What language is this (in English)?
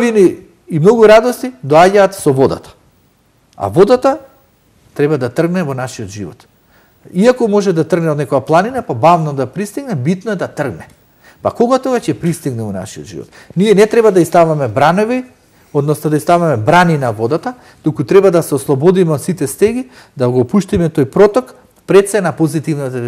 Macedonian